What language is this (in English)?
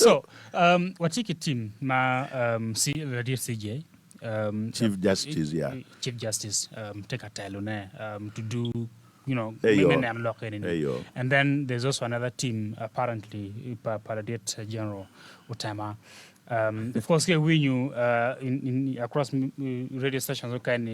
Acoli